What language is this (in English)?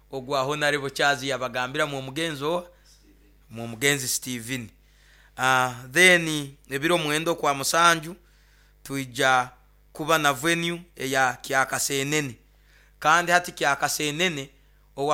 Nyoro